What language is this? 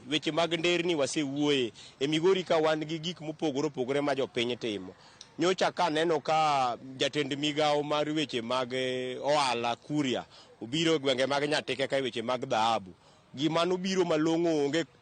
Luo (Kenya and Tanzania)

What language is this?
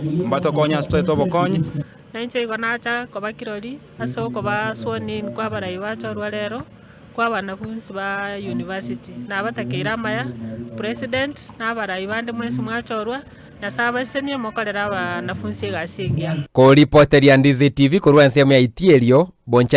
Gusii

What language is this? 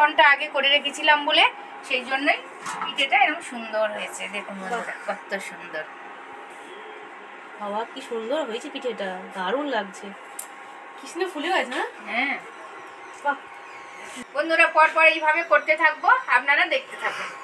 Bangla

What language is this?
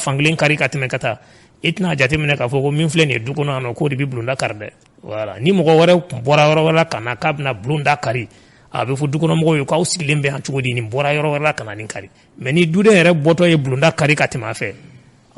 Bambara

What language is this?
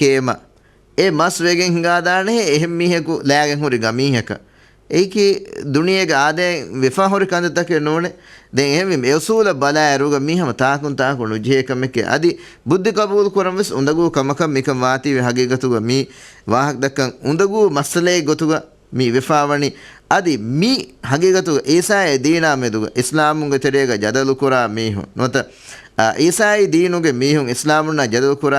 Divehi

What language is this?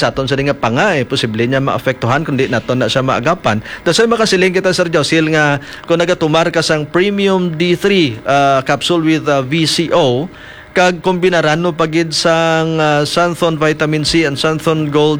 Hiligaynon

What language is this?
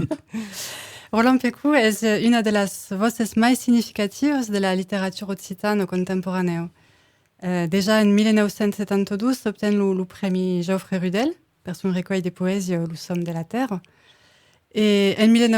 Occitan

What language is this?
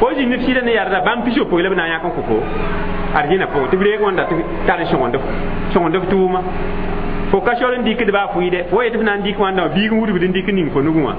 Mossi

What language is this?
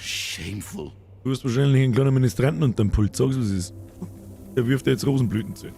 Bavarian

